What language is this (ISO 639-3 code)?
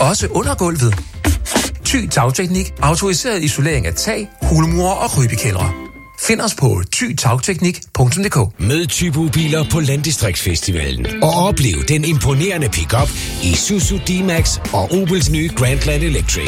dan